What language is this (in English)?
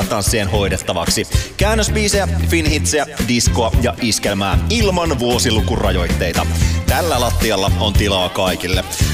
Finnish